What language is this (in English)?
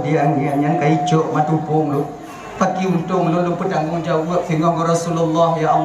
Achinese